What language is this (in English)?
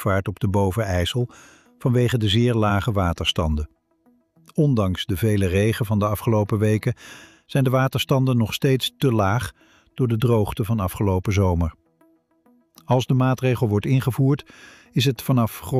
Dutch